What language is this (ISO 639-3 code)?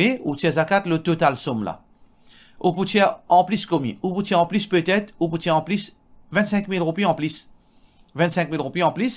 mfe